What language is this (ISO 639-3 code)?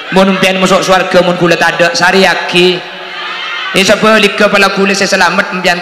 mad